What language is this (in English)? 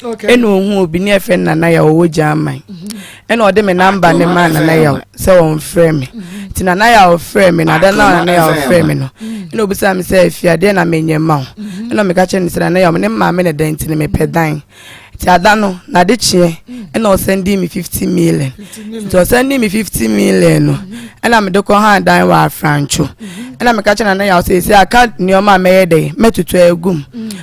Akan